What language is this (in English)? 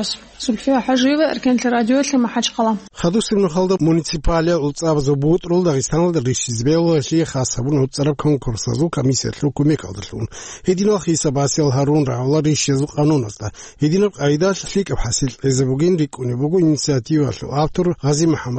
Avaric